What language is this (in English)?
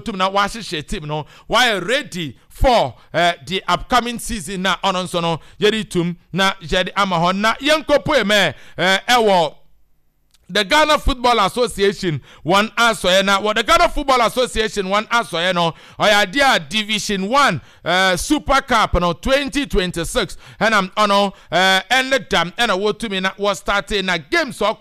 Akan